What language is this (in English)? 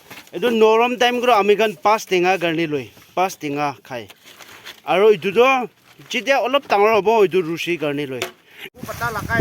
Naga Pidgin